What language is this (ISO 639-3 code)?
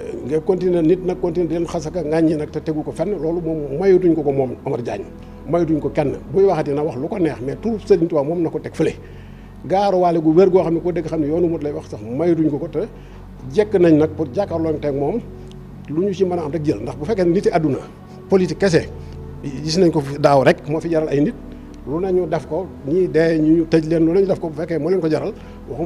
wol